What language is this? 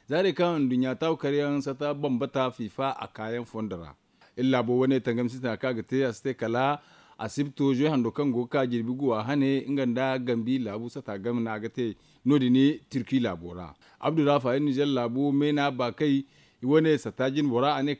Zarma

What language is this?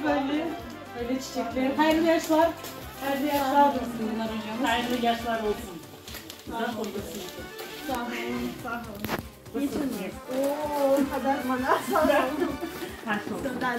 Crimean Tatar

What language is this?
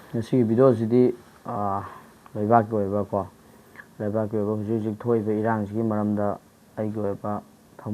Manipuri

